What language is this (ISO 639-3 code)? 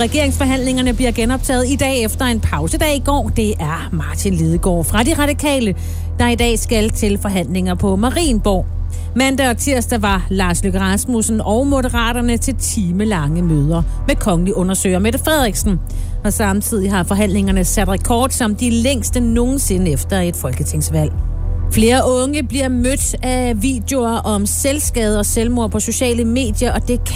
dan